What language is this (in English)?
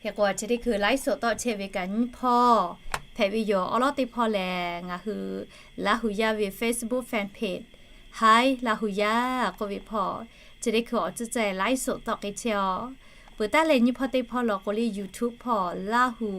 Lahu